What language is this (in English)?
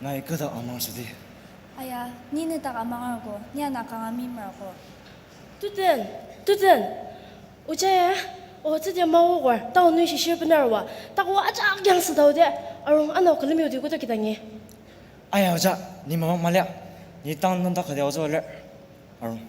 Ao Naga